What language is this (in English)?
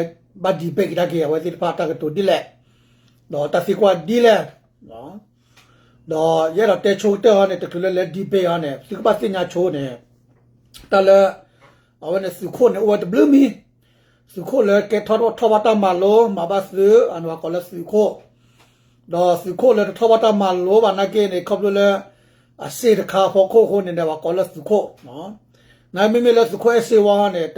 S'gaw Karen